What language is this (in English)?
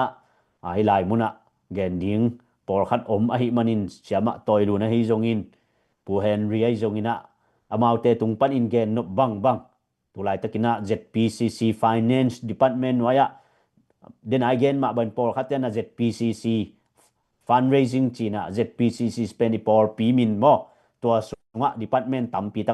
Tedim Chin